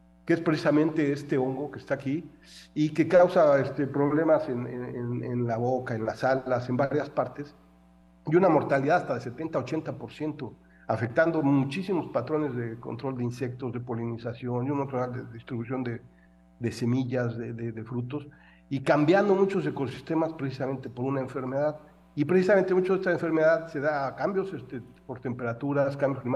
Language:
Spanish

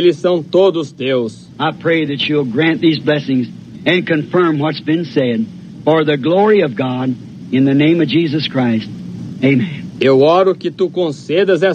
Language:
Portuguese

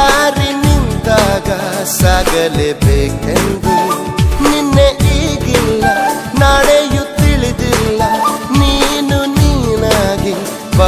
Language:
Kannada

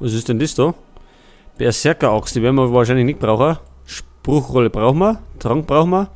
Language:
Bavarian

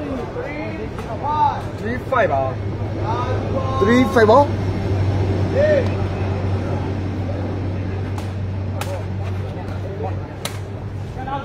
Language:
Burmese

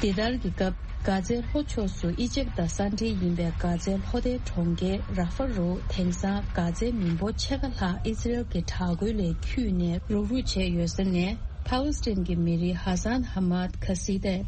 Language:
Tibetan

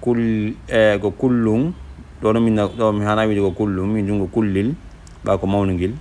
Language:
Fula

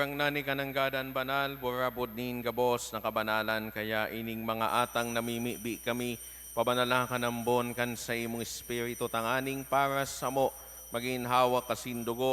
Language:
Bikol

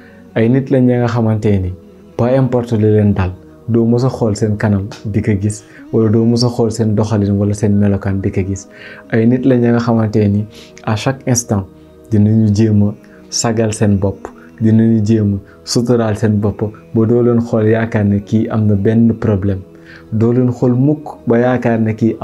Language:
Wolof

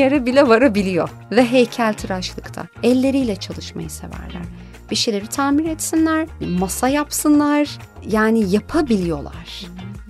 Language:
Turkish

